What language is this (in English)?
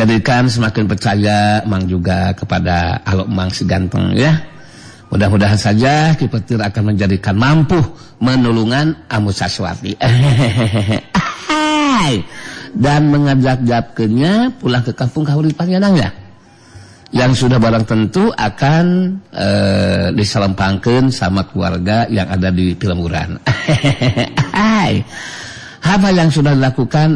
Sundanese